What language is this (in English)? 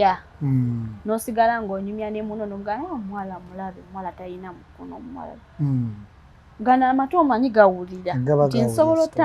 Ganda